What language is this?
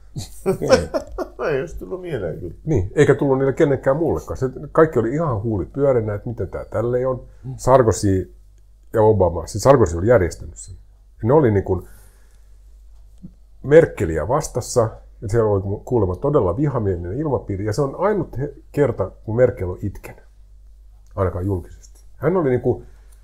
Finnish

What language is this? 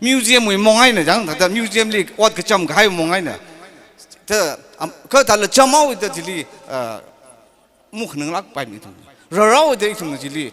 Tangkhul Naga (India)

